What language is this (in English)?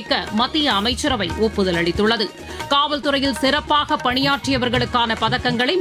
Tamil